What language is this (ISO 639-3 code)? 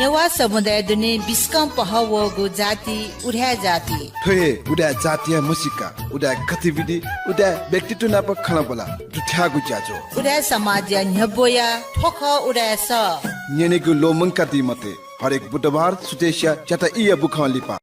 new